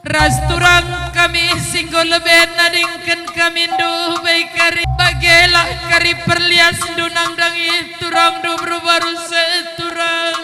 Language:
Batak Karo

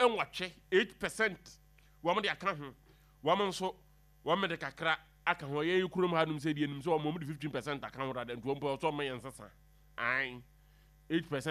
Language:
Akan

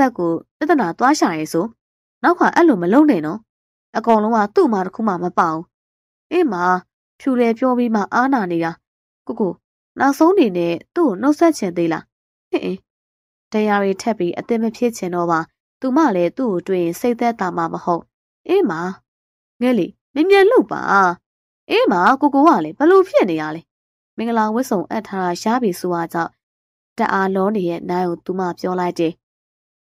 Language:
Burmese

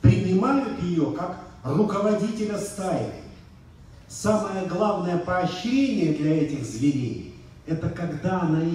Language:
Russian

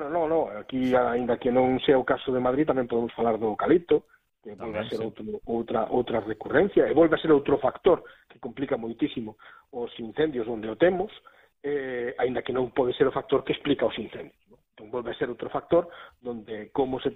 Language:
Galician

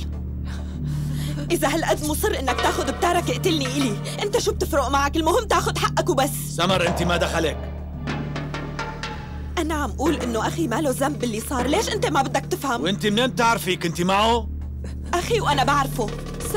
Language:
North Levantine Arabic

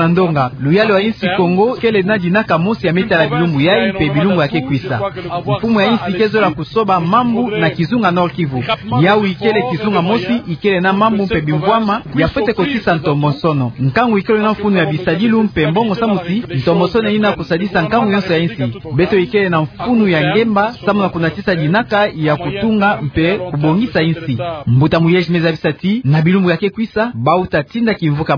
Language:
Kituba (Democratic Republic of Congo)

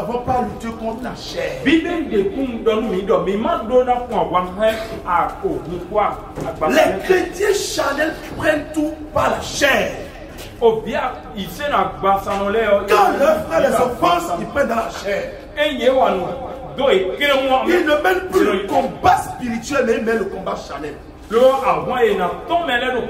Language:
French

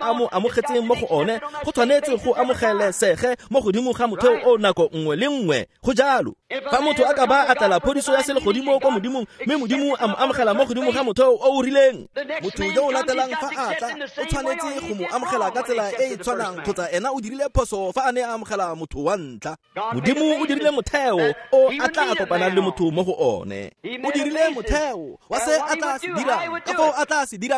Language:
Tswana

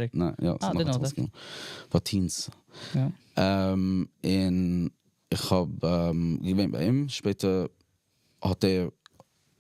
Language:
Yiddish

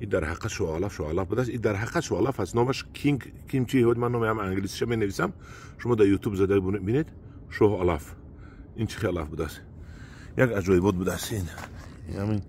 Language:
Tajik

